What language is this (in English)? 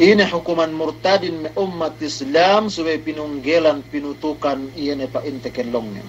Yakan